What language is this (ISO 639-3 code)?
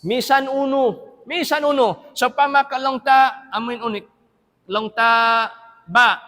tsg